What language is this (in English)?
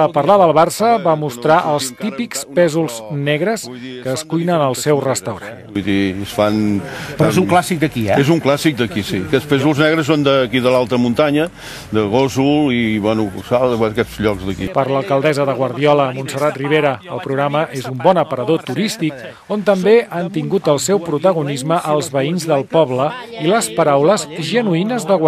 Catalan